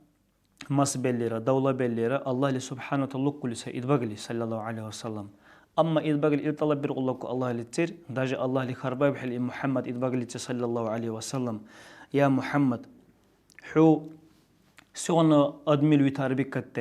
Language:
Dargwa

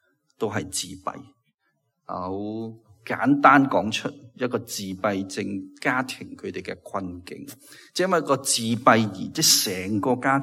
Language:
Cantonese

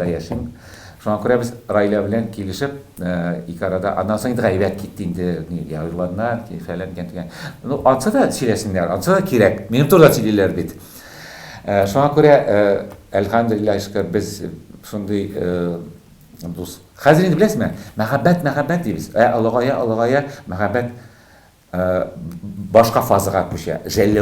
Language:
Tatar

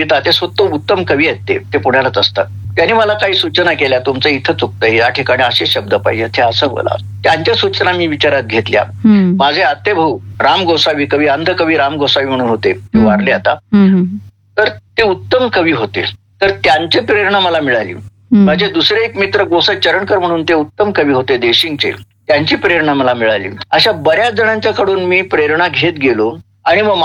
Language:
Marathi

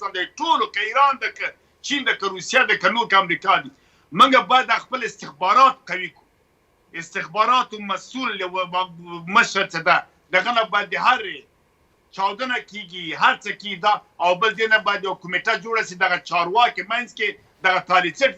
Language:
Pashto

